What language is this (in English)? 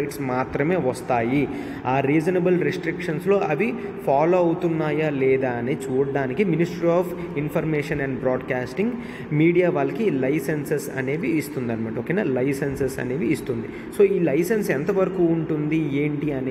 Telugu